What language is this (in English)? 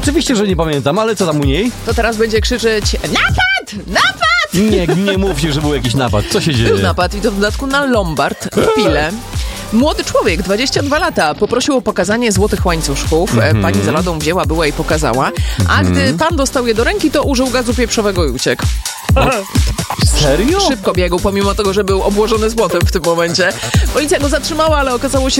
Polish